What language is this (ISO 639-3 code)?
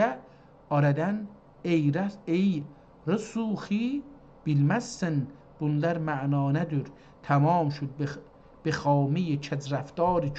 azb